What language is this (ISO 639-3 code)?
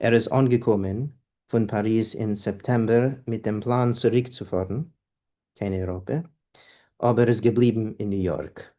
yid